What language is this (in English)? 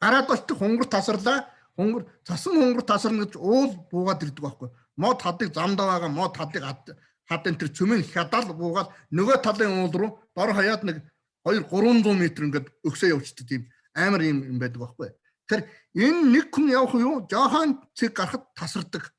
Mongolian